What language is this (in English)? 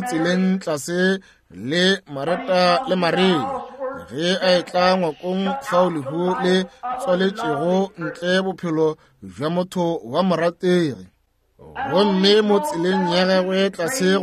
Northern Sotho